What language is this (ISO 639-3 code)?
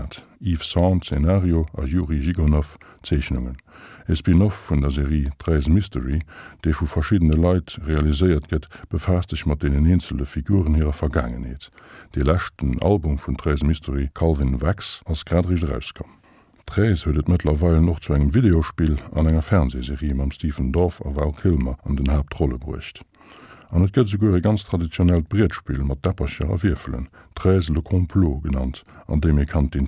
ltz